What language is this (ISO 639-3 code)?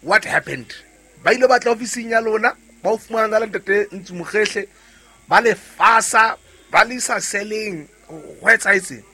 sot